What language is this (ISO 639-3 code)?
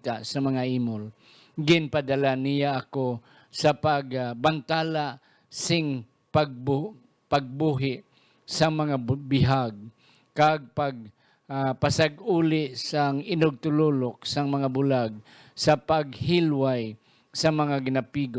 hil